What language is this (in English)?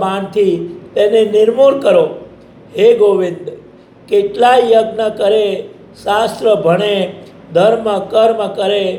Gujarati